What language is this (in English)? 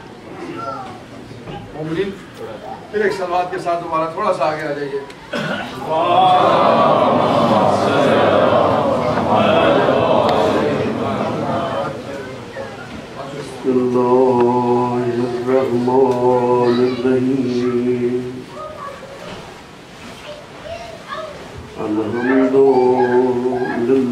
Urdu